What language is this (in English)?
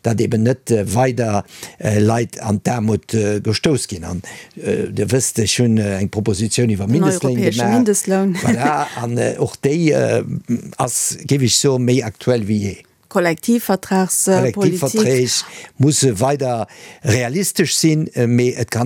Luxembourgish